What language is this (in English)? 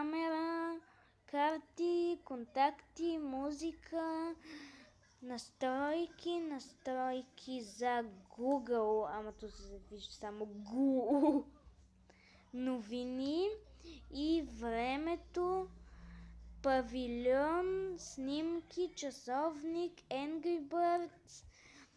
Bulgarian